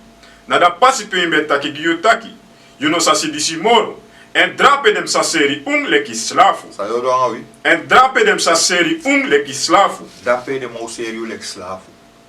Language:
Sranan Tongo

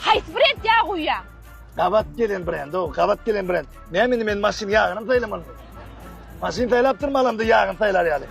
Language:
Turkmen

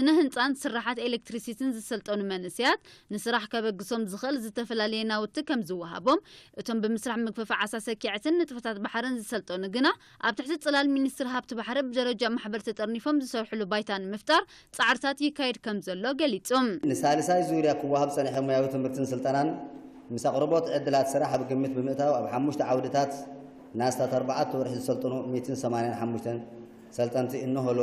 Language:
Tigrinya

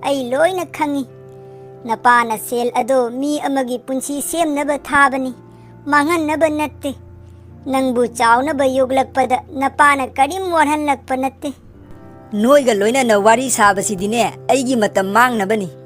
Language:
Manipuri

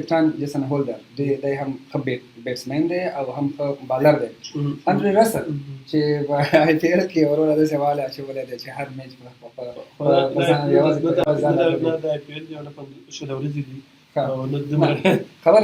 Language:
Pashto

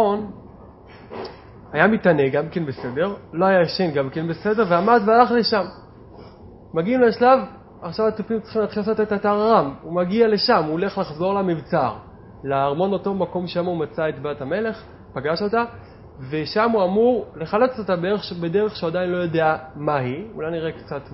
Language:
Hebrew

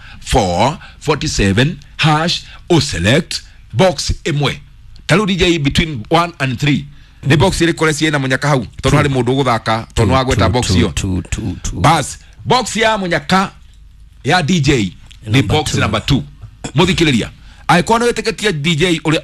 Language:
Kikuyu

